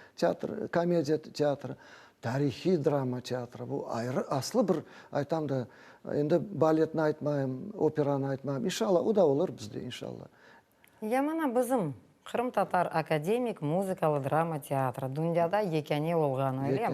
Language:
Crimean Tatar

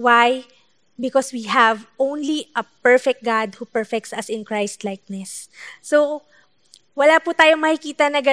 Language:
Filipino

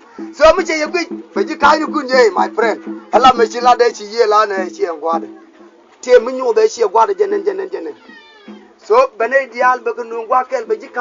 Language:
Nuer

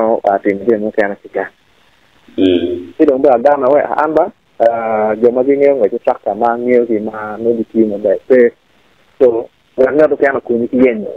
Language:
Acoli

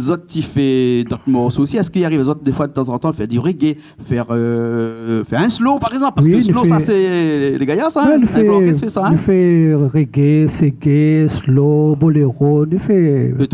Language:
Réunion Creole French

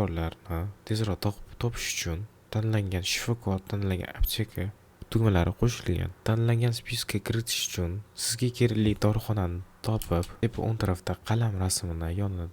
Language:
Uzbek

